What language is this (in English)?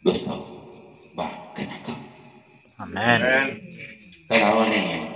Cebuano